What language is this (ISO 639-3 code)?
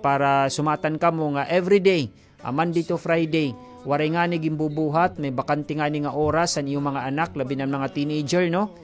war